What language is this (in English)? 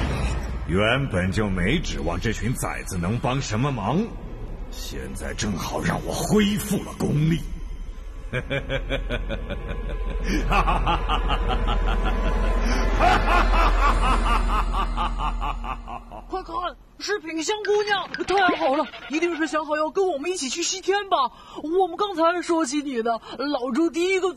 Chinese